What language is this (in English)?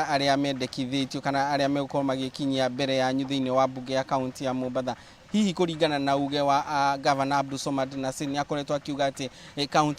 Kikuyu